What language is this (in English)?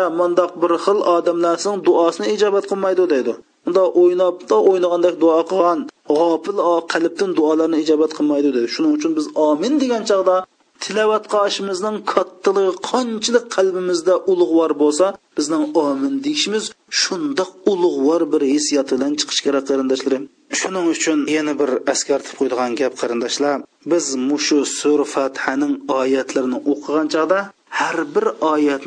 Uyghur